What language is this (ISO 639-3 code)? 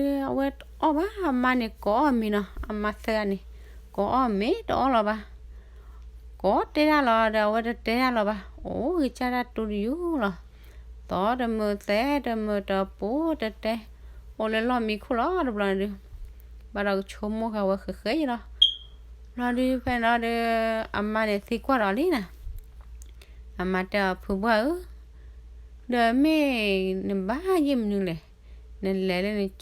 ksw